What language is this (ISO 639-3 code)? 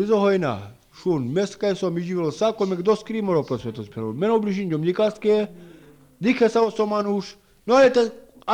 srp